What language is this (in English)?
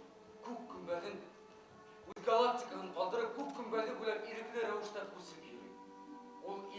Bashkir